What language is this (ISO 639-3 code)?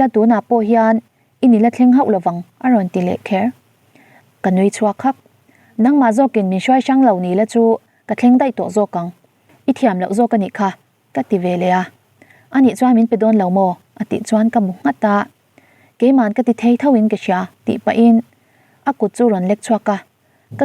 lus